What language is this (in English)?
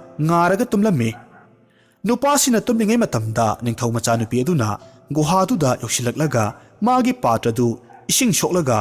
Manipuri